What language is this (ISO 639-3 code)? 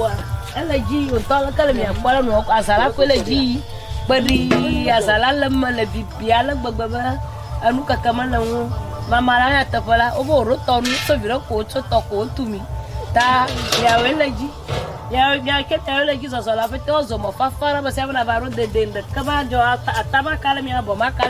ewe